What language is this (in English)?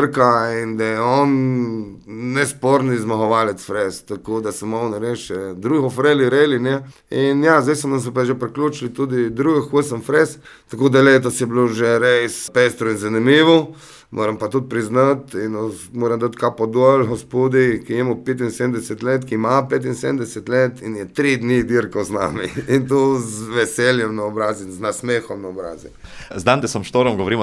Slovenian